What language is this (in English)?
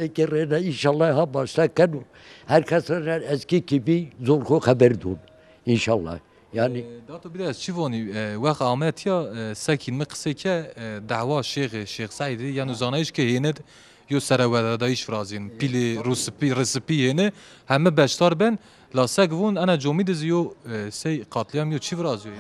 Zaza